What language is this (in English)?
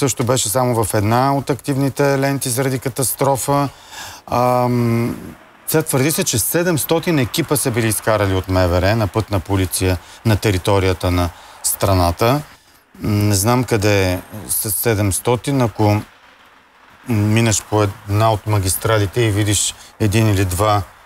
Bulgarian